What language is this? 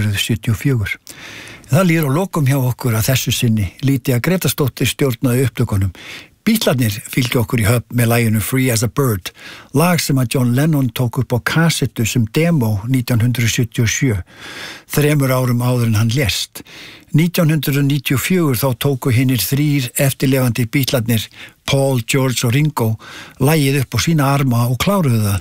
Icelandic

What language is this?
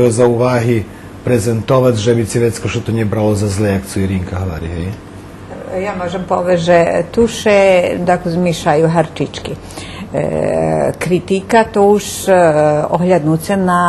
Rusyn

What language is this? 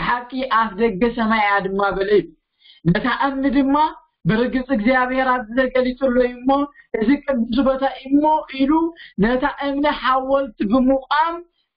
Tigrinya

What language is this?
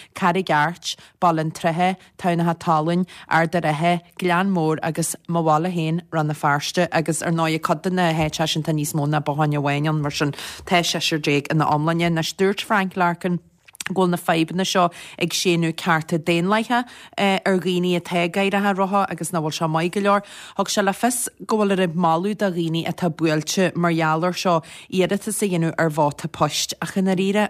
Irish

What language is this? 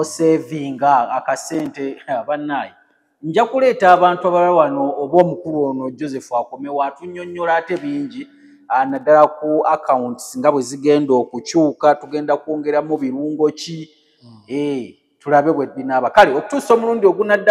Ganda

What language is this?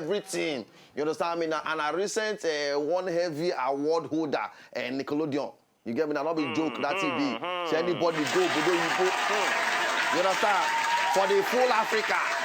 Nigerian Pidgin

